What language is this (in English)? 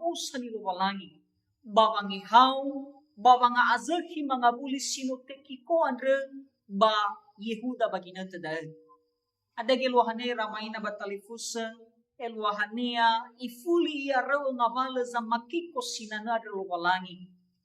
Nias